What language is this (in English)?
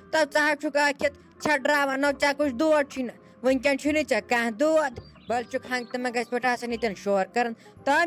Kashmiri